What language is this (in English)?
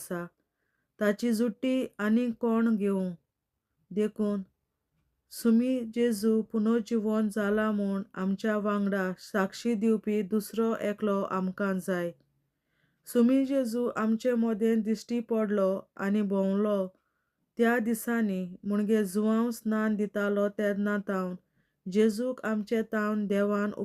Konkani